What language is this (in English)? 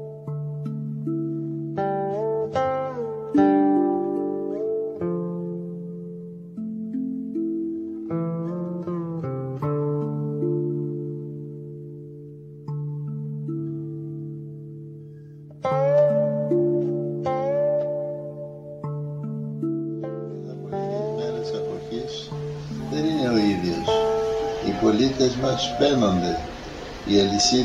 Greek